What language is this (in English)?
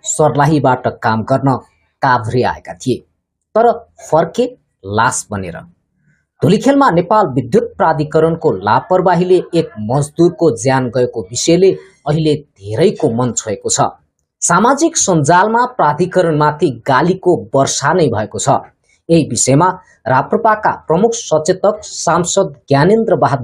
Nepali